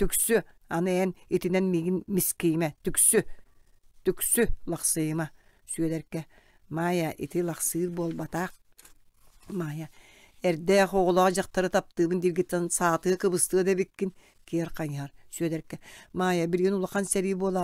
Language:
Yakut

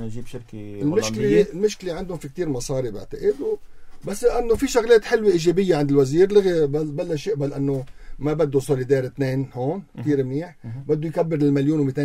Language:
North Levantine Arabic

